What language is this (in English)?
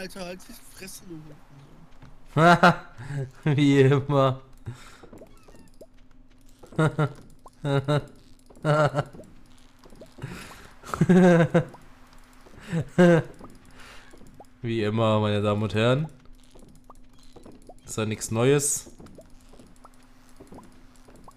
German